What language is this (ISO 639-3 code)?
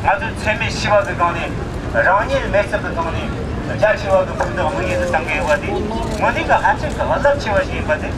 bod